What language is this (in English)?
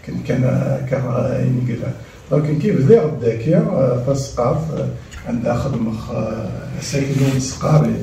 Kabyle